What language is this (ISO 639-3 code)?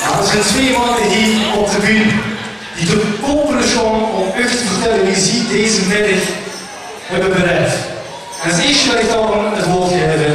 lim